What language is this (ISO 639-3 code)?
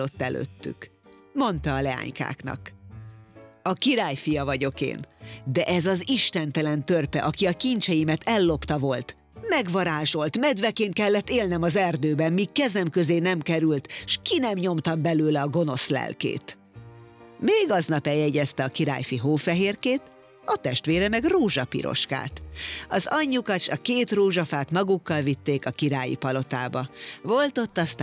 hun